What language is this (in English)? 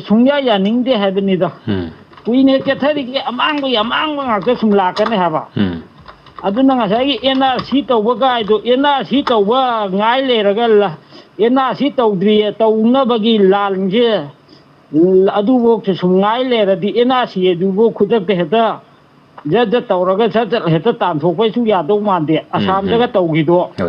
Manipuri